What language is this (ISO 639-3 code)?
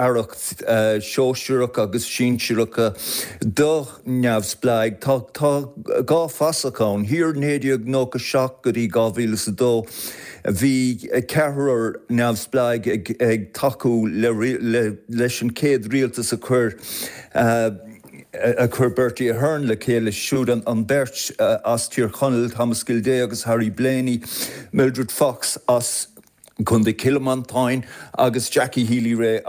gle